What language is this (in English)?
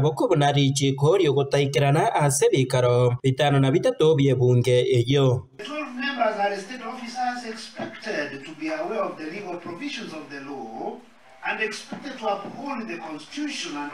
Gusii